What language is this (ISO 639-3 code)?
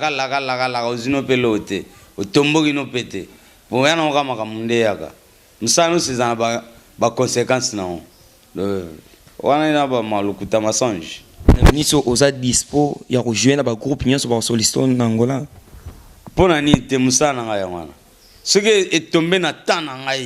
lin